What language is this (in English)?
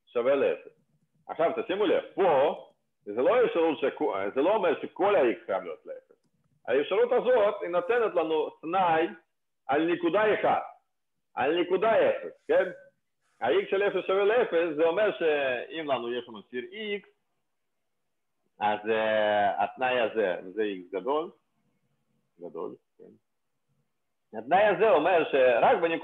Hebrew